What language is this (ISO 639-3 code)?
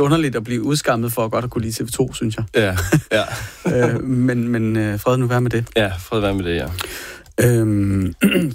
dan